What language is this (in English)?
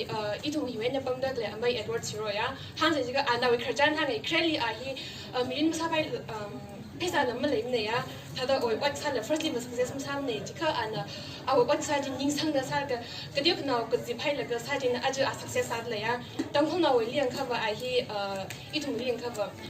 Tangkhul Naga (India)